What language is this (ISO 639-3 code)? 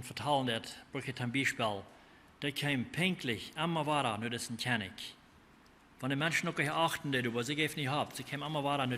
pdt